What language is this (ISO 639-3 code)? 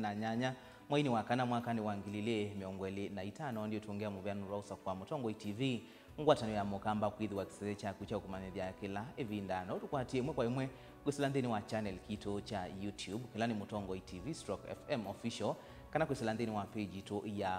kam